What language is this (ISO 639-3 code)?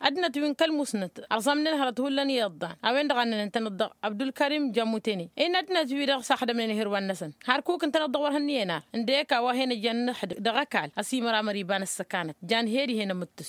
taq